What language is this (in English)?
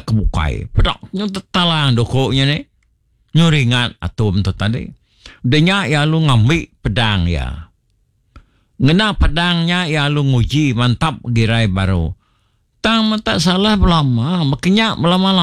Iban